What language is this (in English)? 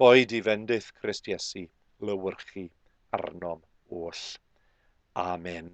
Welsh